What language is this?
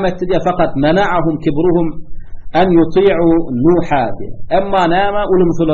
Turkmen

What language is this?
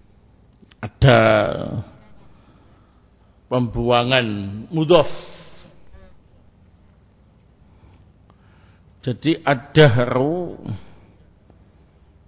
Indonesian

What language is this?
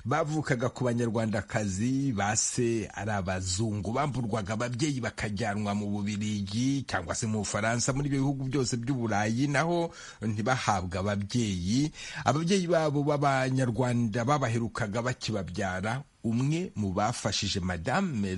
Kinyarwanda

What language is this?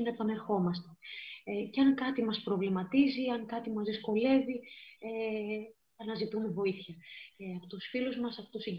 Greek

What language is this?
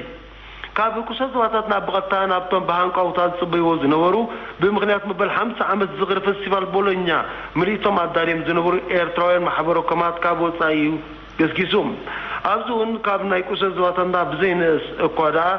Tigrinya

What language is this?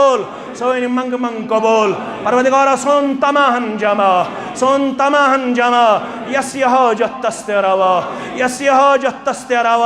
Kashmiri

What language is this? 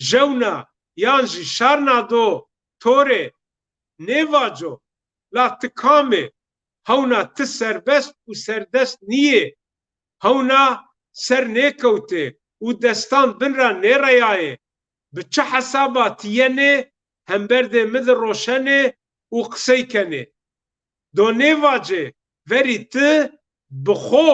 Zaza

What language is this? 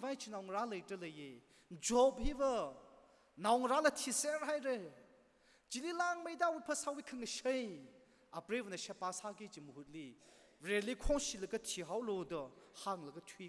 Tangkhul Naga (India)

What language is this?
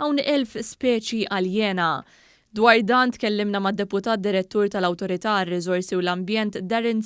Maltese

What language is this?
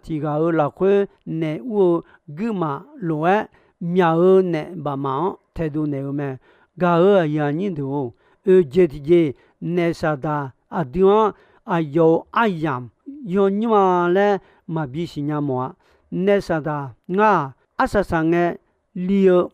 Akha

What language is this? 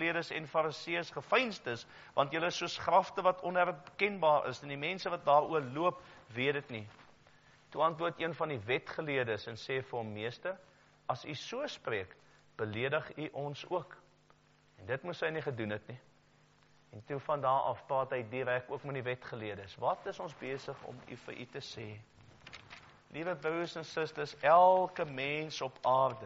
Afrikaans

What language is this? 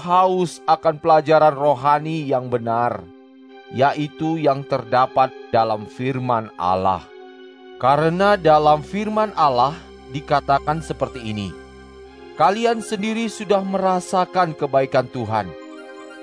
Indonesian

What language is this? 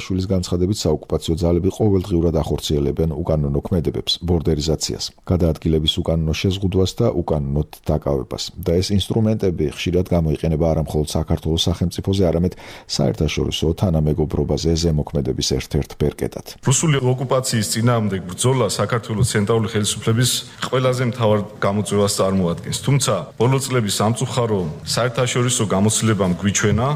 Georgian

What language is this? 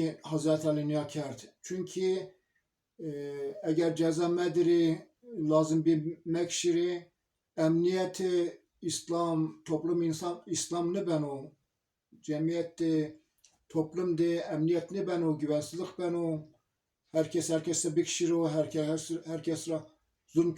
Zaza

